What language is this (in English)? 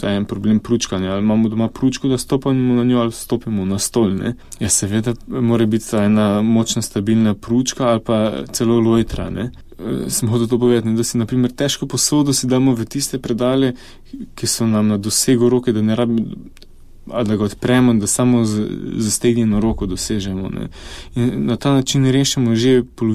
Slovenian